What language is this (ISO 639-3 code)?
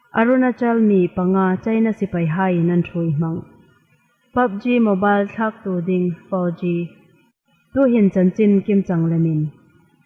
hmr